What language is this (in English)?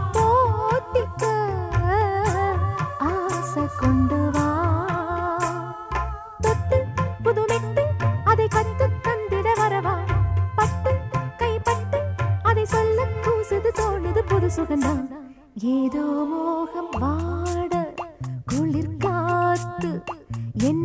Tamil